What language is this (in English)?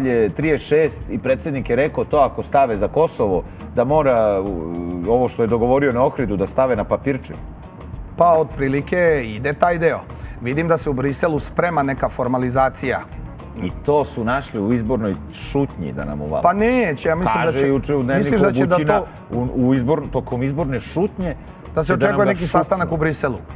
Serbian